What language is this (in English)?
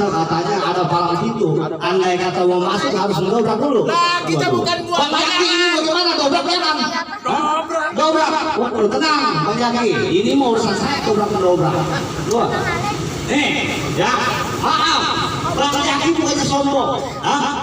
Betawi